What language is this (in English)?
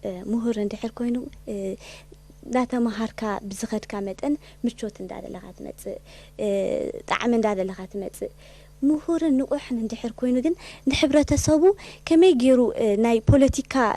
Tigrinya